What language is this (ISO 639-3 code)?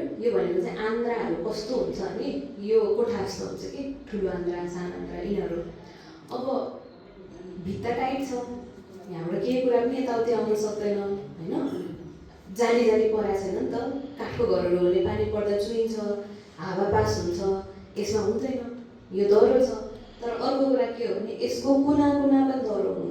nep